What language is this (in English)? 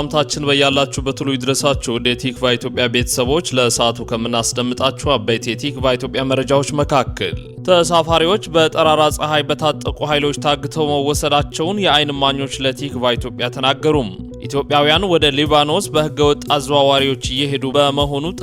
Amharic